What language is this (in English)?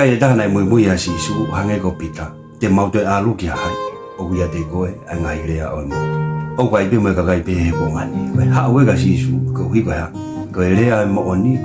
Tongan